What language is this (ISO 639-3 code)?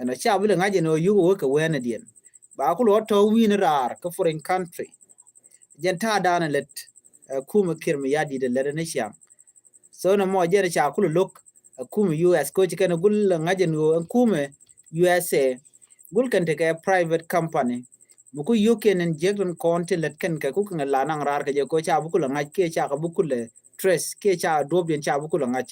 nus